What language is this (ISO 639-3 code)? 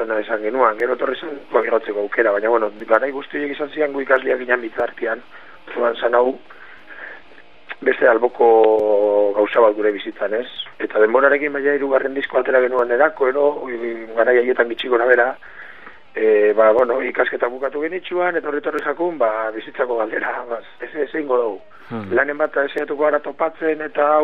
eus